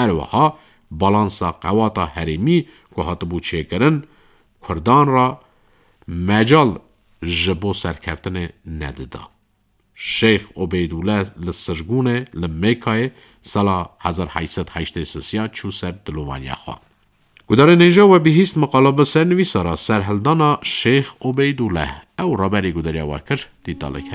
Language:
Kurdish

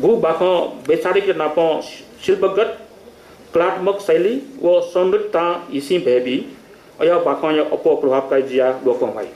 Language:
Newari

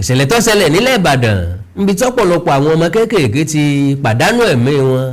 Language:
Yoruba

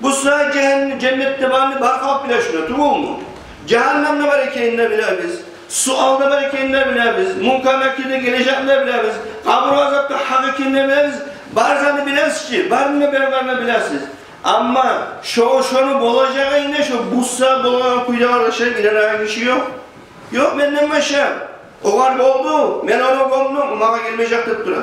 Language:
Kumyk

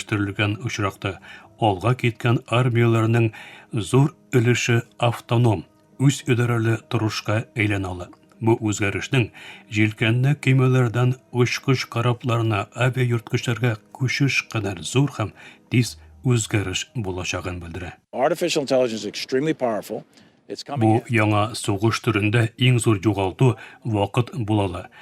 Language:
Tatar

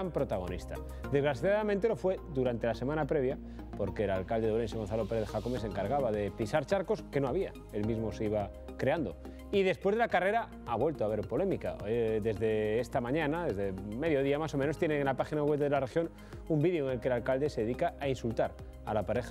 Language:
Spanish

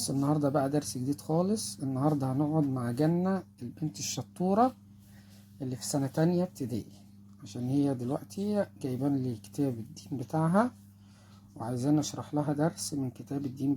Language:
Egyptian Arabic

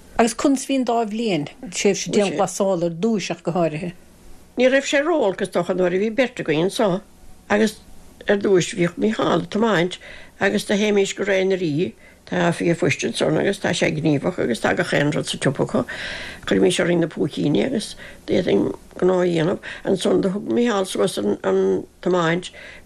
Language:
Irish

